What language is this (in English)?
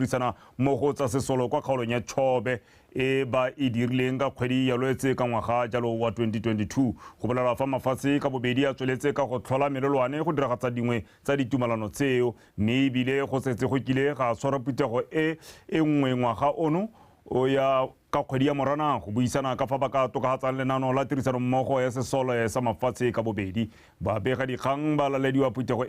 Tswana